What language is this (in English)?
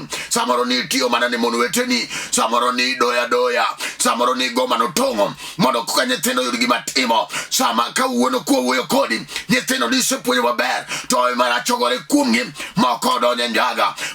Luo (Kenya and Tanzania)